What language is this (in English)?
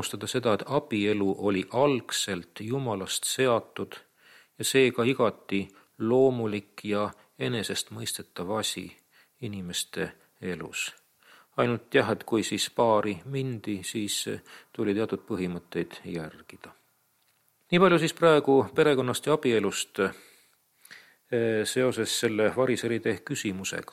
Estonian